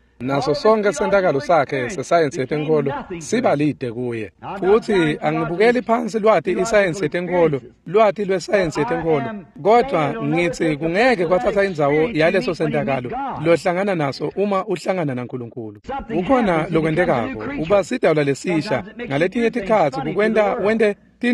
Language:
Swati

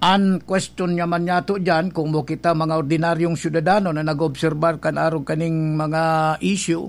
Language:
Bikol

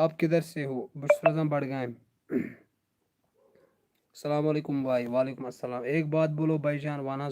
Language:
Kashmiri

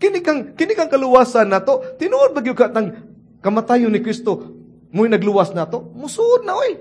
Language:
Cebuano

